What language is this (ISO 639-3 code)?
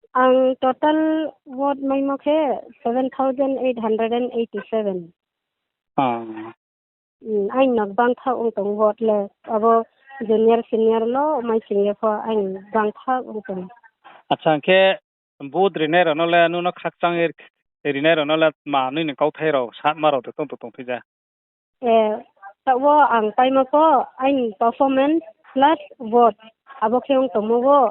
ria